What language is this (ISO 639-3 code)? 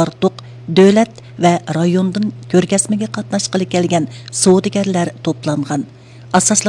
uig